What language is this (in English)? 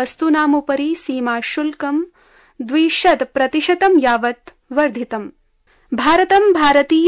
Sanskrit